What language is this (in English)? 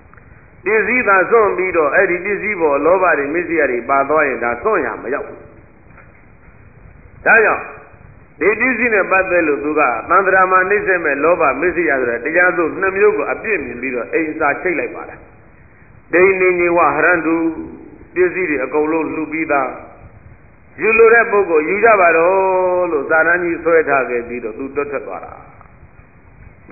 Burmese